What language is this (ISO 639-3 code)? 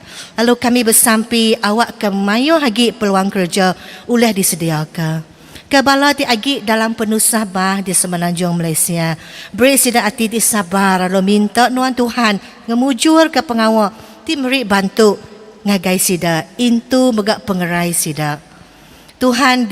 iba